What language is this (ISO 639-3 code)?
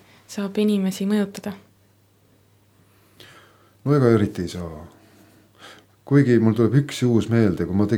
est